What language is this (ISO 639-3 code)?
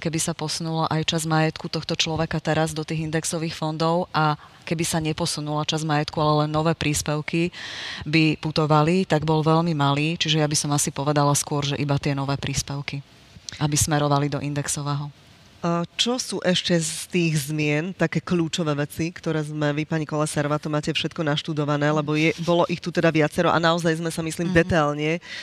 slk